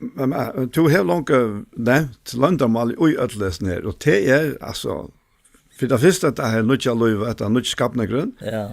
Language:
Faroese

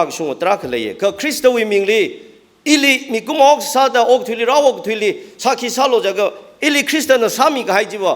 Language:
Tangkhul Naga (India)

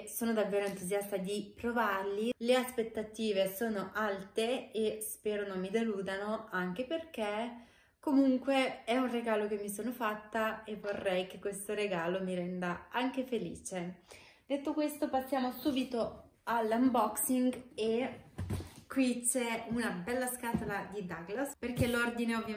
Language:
Italian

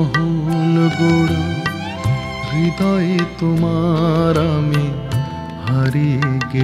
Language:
Bangla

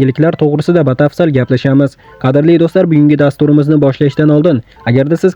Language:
Uzbek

